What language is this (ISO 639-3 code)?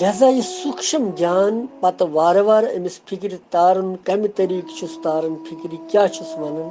kas